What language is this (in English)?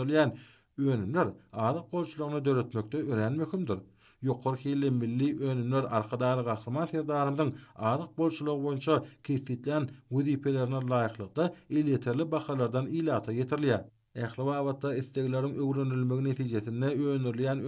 Turkmen